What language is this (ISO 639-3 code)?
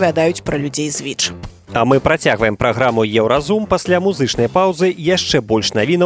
bel